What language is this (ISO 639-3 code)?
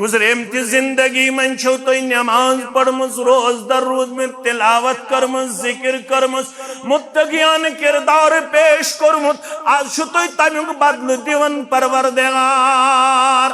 kas